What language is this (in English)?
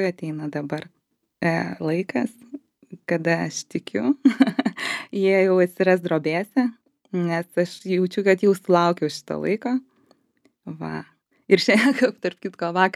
Lithuanian